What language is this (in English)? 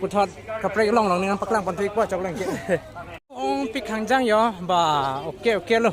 Karbi